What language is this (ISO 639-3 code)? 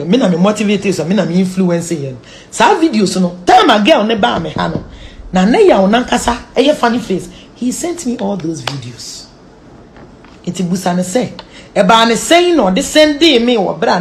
aka